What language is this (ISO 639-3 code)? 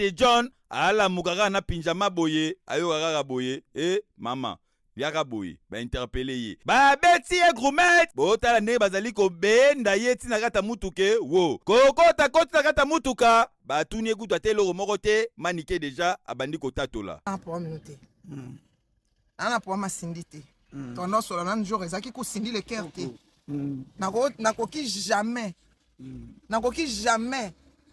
lin